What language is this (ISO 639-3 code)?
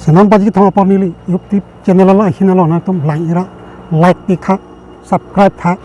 mjw